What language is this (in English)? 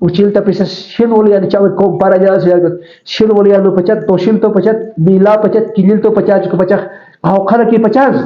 Aymara